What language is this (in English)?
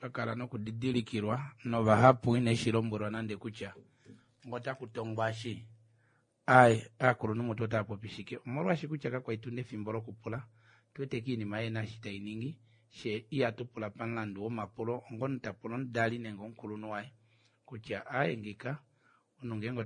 Kuanyama